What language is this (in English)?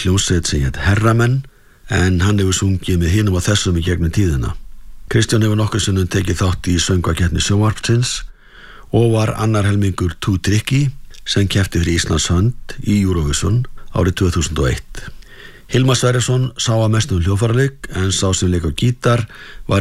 Icelandic